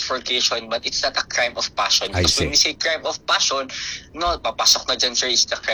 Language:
Filipino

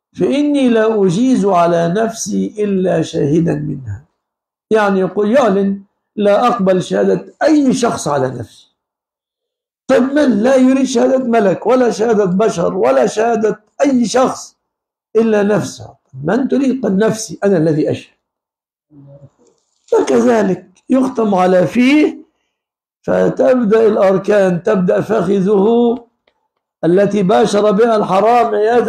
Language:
Arabic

